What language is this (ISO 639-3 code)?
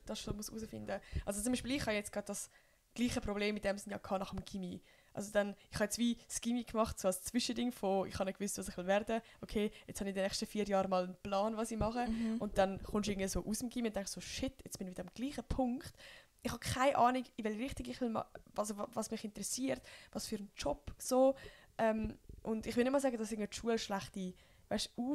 gsw